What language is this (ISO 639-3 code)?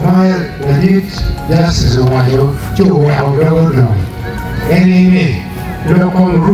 ach